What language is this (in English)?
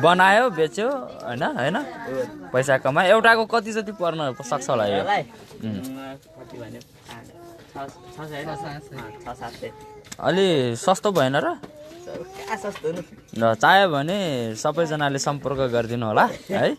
Nepali